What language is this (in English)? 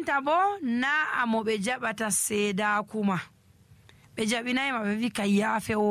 Nigerian Fulfulde